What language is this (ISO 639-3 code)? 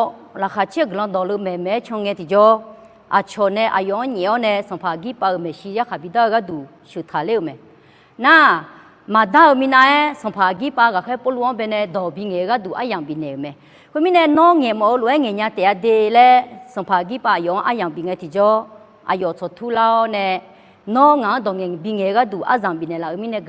ahk